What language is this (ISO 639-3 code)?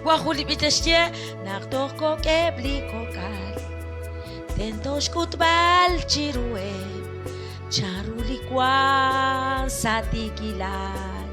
kek